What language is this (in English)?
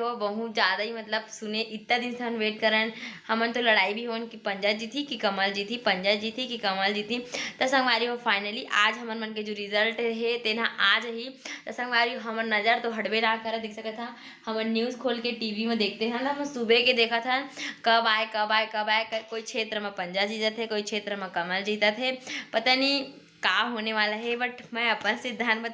Chhattisgarhi